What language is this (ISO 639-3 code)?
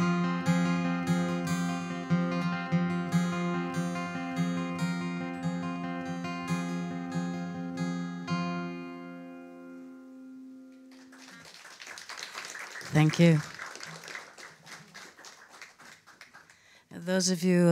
eng